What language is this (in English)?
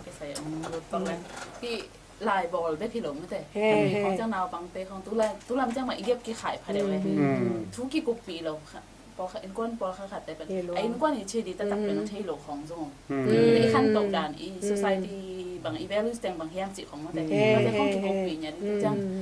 Tedim Chin